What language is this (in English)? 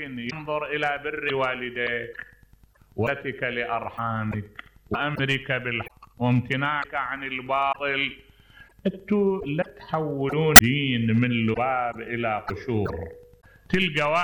Mesopotamian Arabic